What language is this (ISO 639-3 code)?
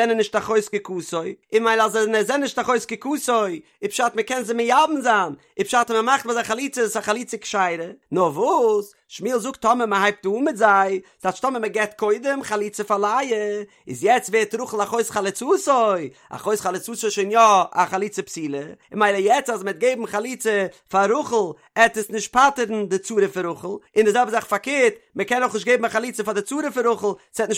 yid